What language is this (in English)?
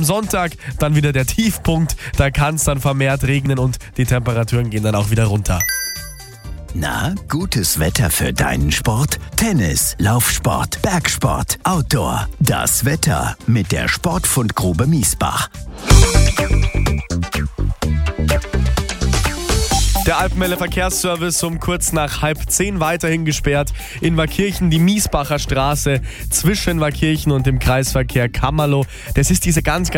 German